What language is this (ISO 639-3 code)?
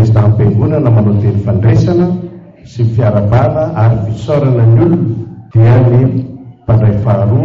mlg